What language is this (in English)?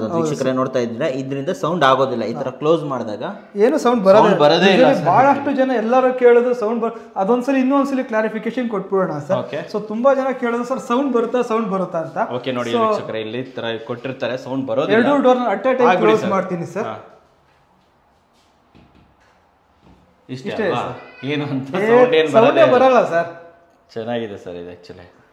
Kannada